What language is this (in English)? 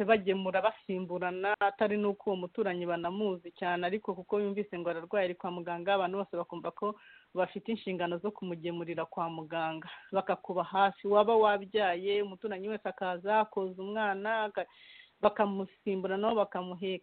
Kinyarwanda